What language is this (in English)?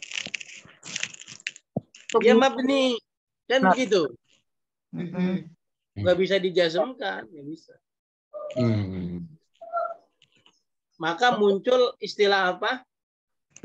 Indonesian